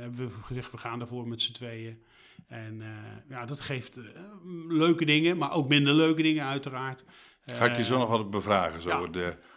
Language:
Dutch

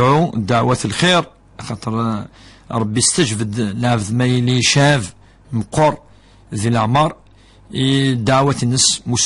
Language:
Kabyle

